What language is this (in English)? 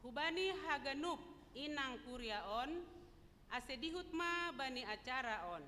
Batak Simalungun